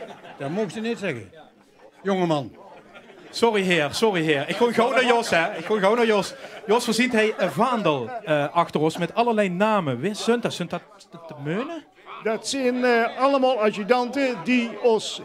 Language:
Limburgish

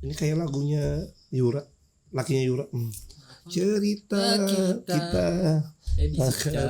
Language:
Banjar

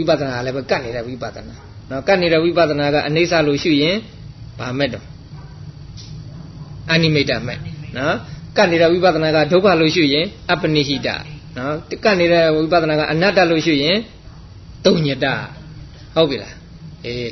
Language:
Burmese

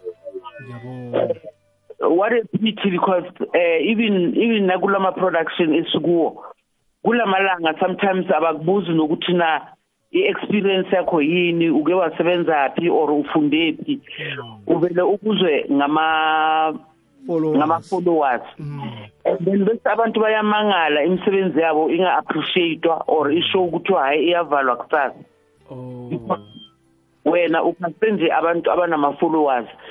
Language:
South Ndebele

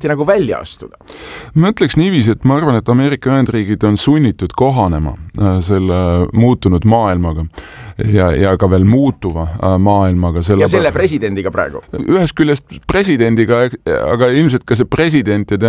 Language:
Estonian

